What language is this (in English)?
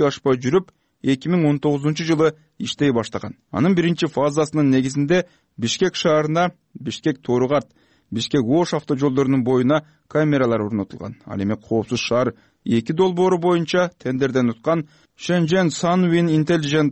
Kyrgyz